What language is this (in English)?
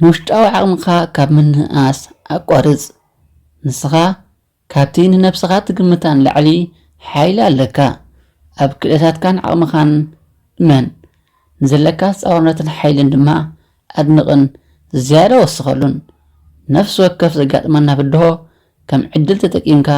Tigrinya